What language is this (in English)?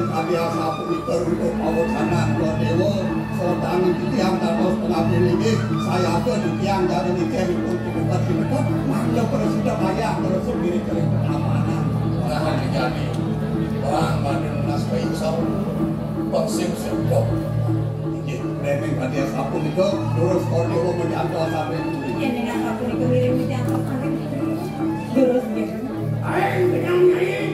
Balinese